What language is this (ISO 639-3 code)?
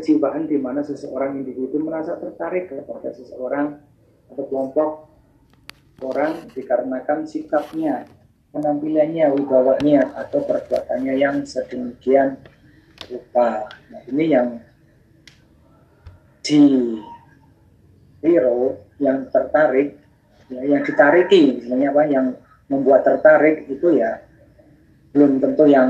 ind